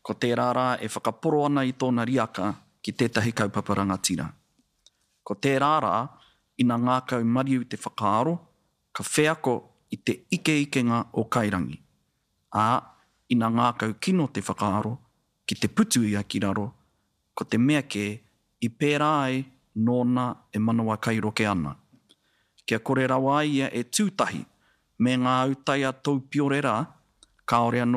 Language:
Māori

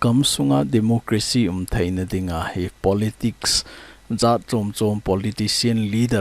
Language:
Thado Chin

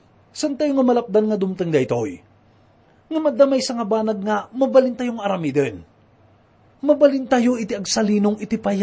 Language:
Iloko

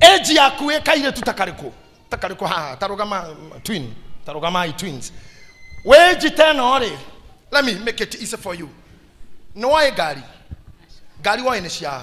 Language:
Kikuyu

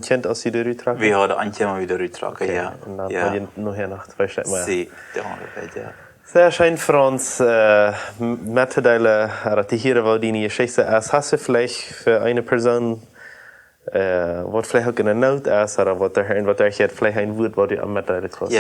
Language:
Plautdietsch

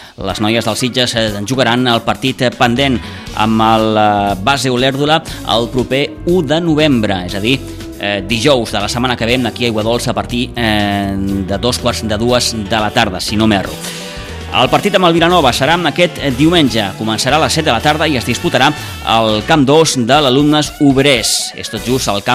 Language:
Catalan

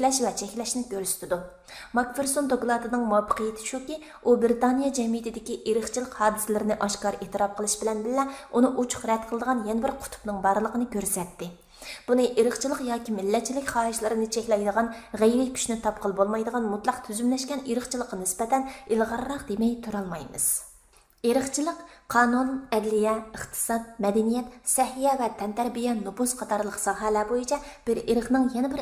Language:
Uyghur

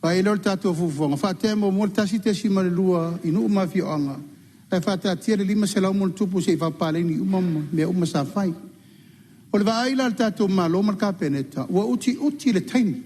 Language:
Samoan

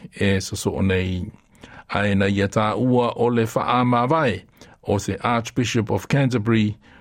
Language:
Samoan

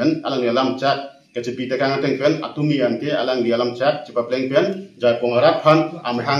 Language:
Karbi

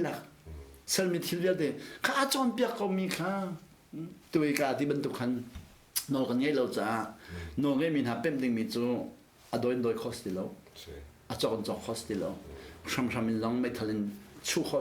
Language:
Hakha Chin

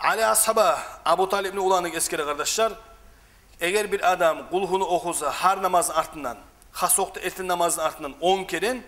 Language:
Kumyk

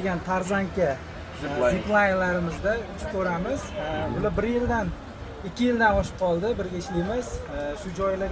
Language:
Uzbek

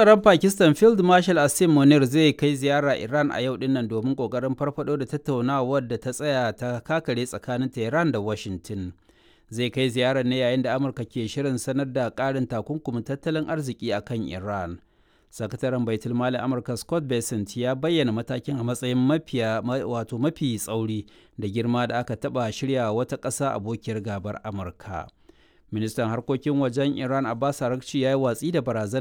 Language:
Hausa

